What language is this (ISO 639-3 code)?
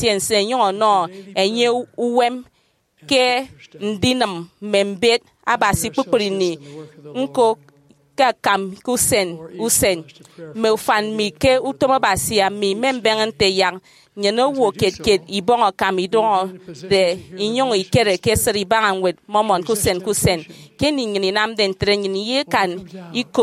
efi